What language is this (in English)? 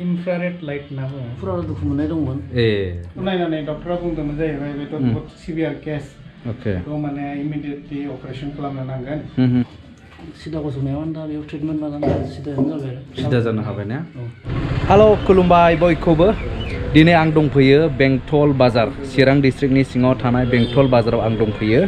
Bodo